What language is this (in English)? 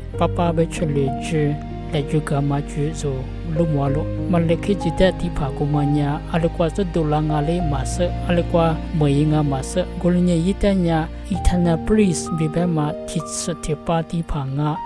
Lisu